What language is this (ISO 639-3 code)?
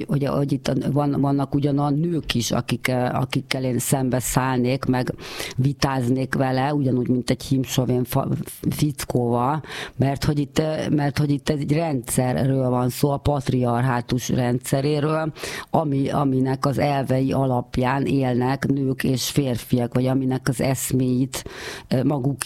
hun